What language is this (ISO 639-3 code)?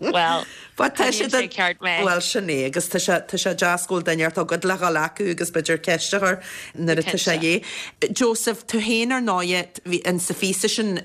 gle